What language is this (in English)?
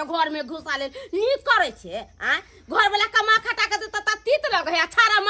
Maithili